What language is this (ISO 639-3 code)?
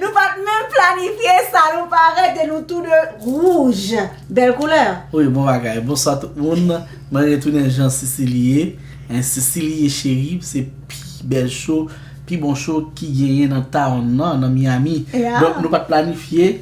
hat